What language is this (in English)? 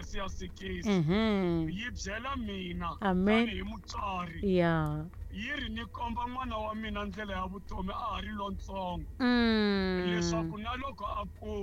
Tsonga